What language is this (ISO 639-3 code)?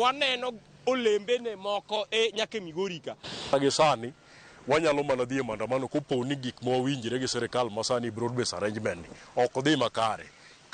luo